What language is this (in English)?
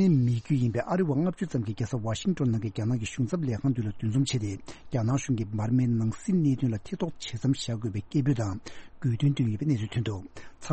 Tibetan